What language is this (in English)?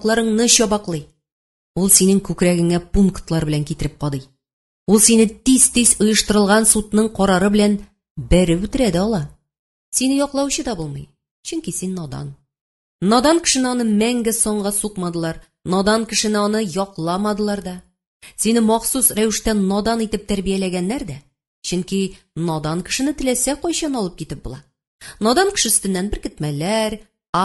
Tatar